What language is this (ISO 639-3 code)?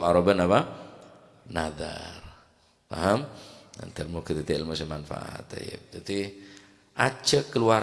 mad